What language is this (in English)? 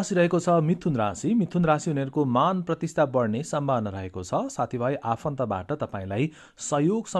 Nepali